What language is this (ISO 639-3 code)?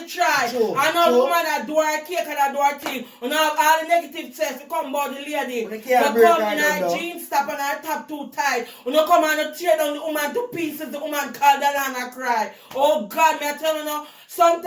jam